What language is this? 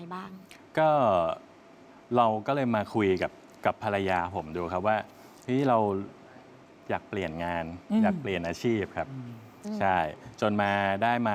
Thai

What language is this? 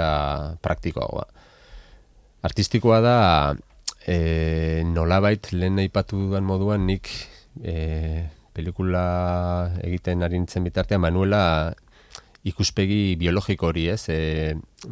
Basque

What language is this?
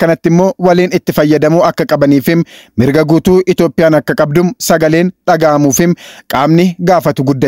Oromo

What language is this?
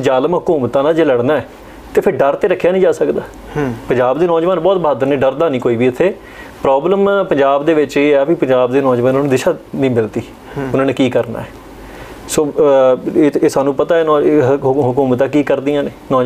Punjabi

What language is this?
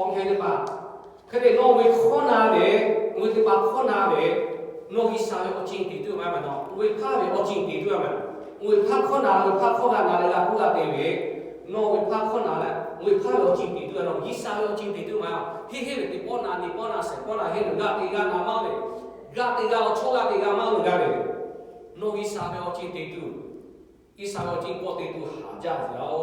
Lahu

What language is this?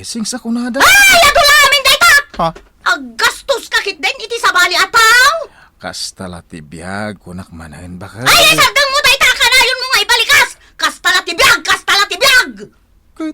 Iloko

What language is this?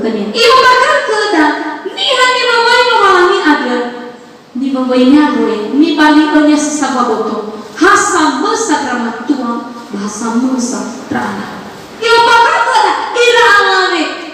Nias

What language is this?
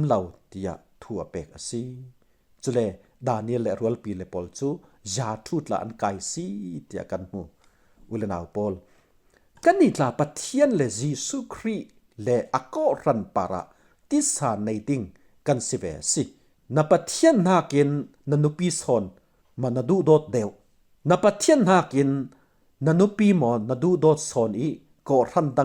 Falam Chin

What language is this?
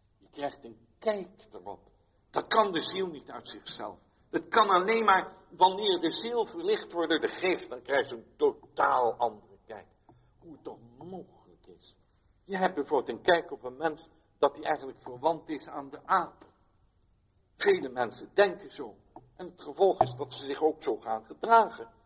Dutch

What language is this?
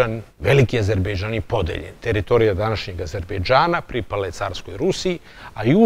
Serbian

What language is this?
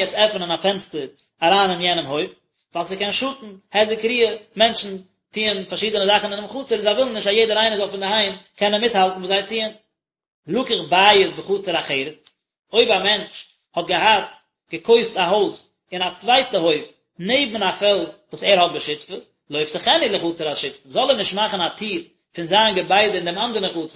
Yiddish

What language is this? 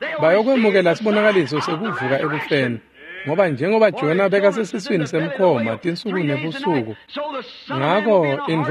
Swati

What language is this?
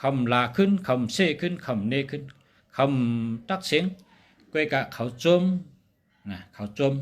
Shan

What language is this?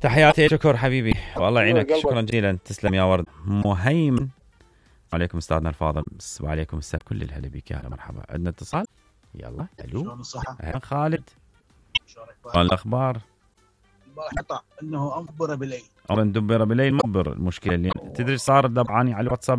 Mesopotamian Arabic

